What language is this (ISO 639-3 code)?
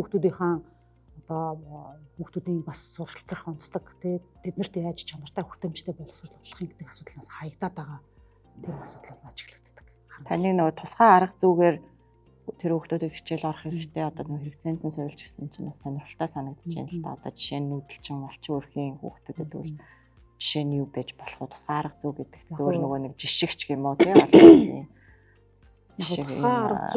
mon